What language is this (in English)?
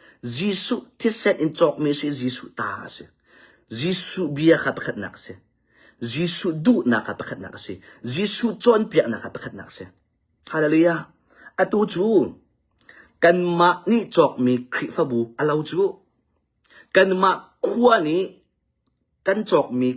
Hakha Chin